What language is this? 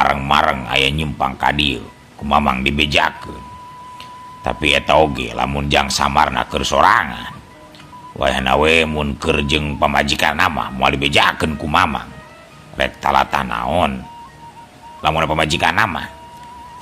Sundanese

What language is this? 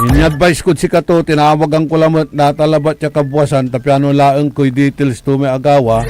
Pangasinan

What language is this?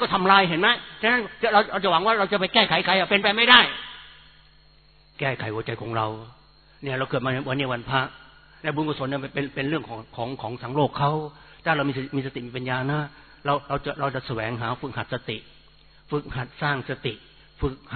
Thai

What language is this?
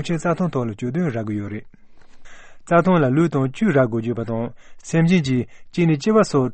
Tibetan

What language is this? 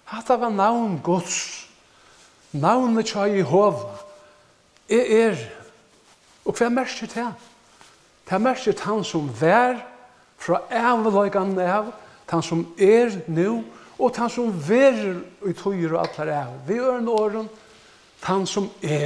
Faroese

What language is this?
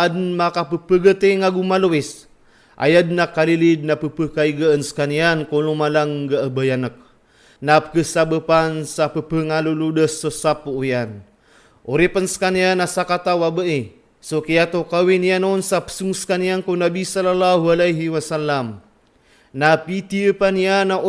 Maranao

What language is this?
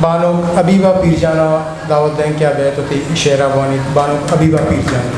Eastern Balochi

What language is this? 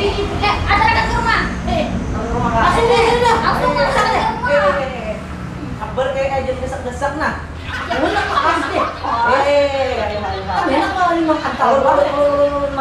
Banjar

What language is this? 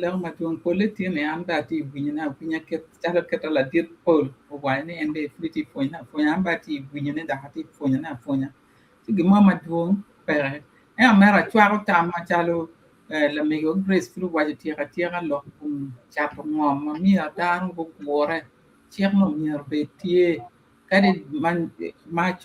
Acoli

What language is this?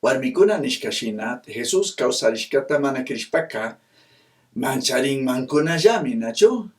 Chimborazo Highland Quichua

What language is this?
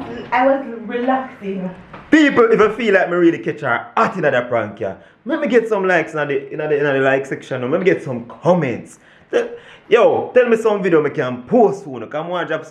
Jamaican Creole English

